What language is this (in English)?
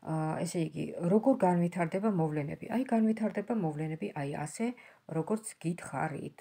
Georgian